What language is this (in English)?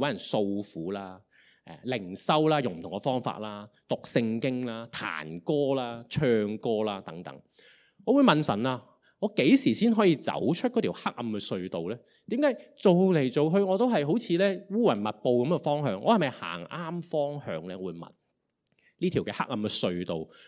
Cantonese